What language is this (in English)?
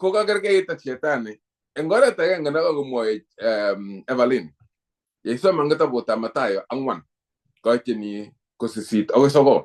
Kalenjin